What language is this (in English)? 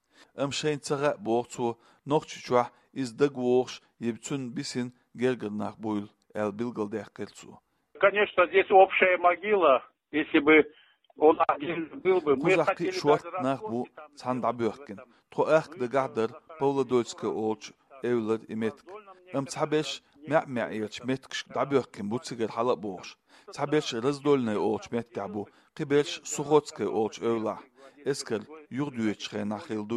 Chechen